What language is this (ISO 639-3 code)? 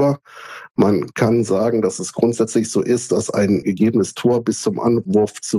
deu